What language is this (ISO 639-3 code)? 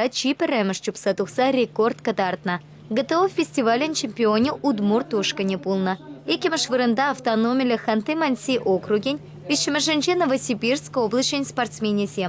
chv